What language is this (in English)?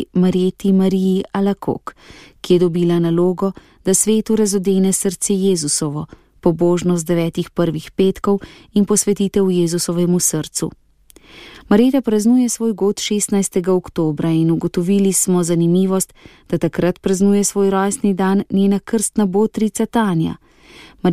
Slovenian